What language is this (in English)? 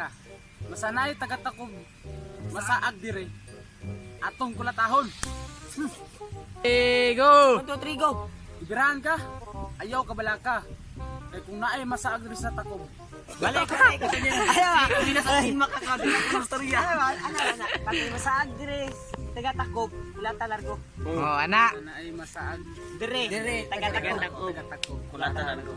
Cebuano